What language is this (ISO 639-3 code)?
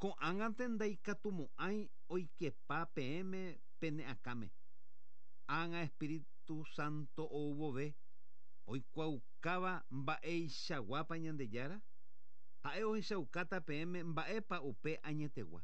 grn